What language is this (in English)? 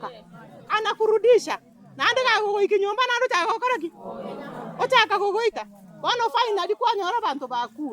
Gusii